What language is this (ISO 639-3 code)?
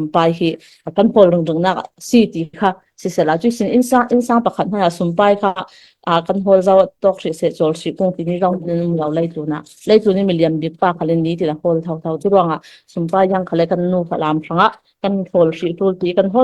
cfm